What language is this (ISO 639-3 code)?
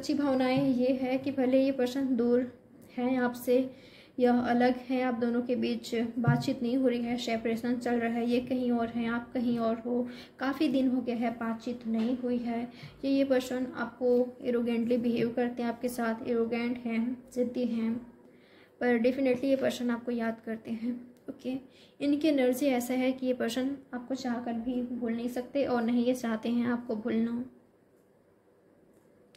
hin